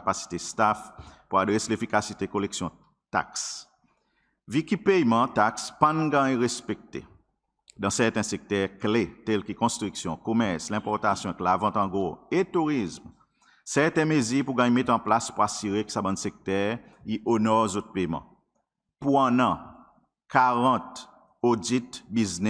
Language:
Seselwa Creole French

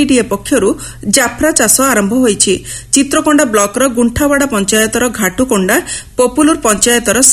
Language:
Odia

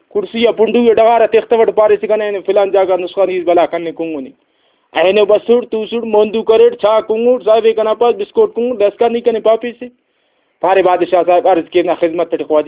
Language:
Brahui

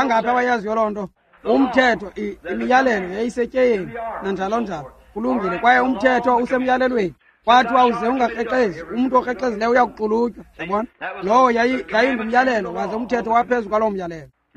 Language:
Xhosa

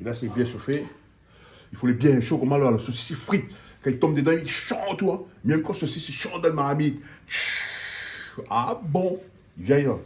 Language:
Réunion Creole French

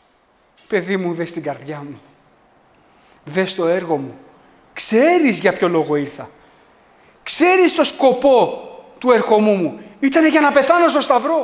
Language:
Greek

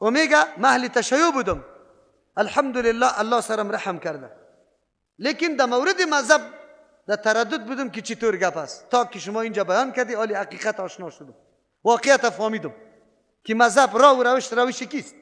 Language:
Persian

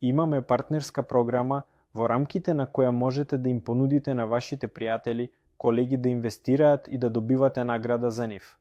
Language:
Macedonian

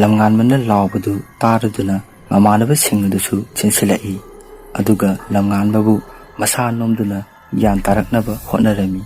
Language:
Manipuri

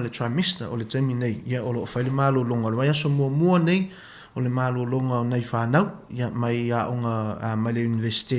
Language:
Samoan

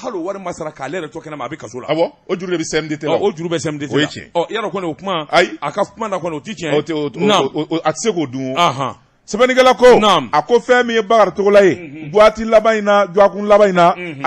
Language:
Bambara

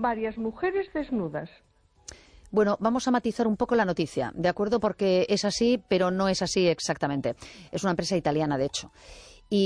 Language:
Spanish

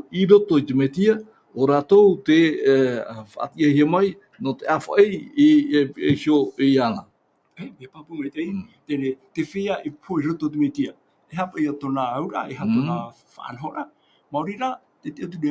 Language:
Tahitian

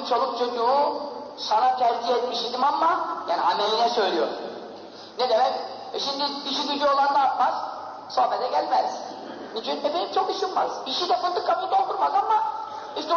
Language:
Turkish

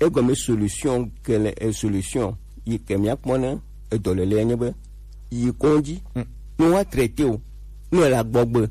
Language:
Gen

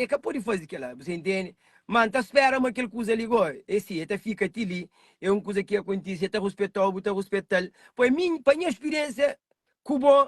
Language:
Kabuverdianu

